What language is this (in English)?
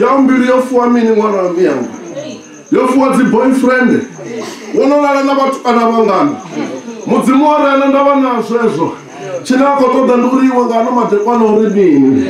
Venda